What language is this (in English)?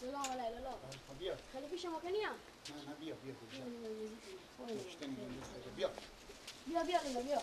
Persian